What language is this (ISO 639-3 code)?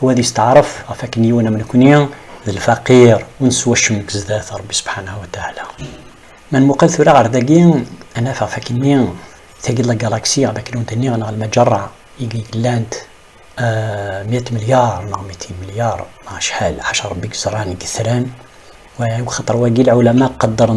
kab